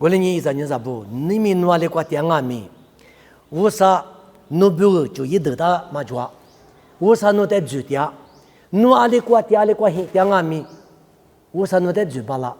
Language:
Lisu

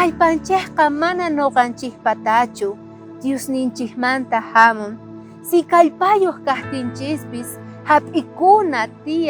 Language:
South Bolivian Quechua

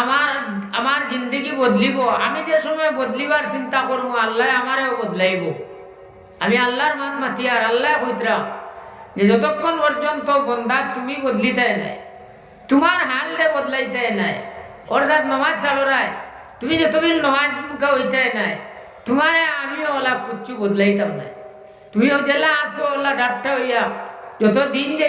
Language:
Sylheti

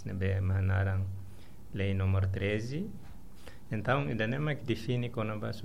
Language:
Tetum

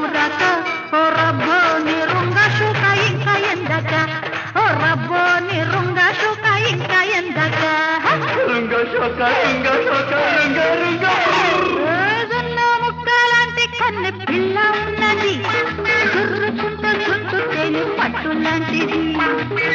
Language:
Telugu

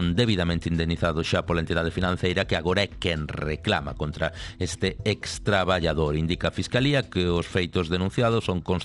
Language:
Galician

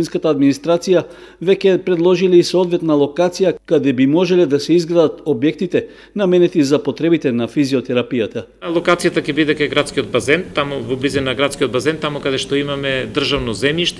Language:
Macedonian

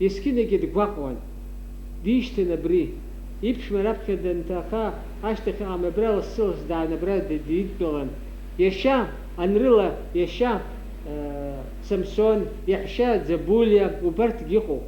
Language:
Abkhazian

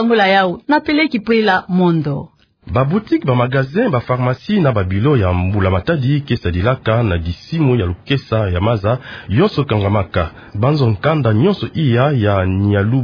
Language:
Kituba (Democratic Republic of Congo)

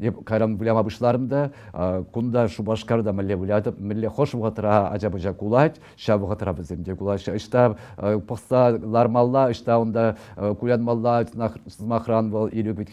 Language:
Chuvash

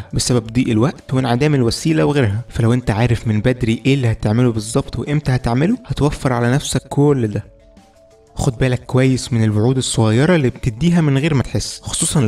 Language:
Egyptian Arabic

